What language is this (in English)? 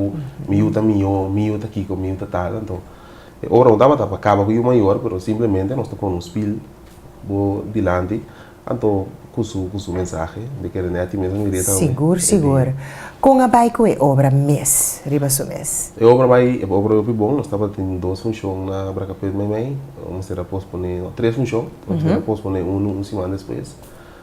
Papiamento